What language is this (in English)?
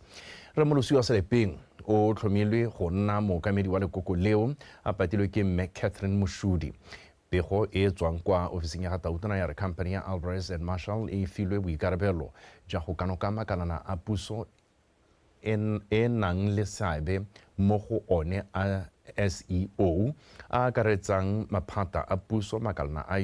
Tswana